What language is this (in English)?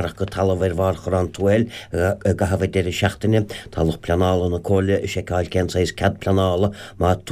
Irish